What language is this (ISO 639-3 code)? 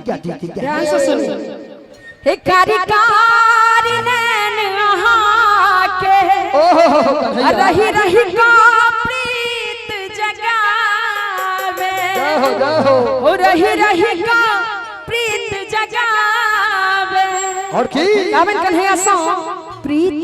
mai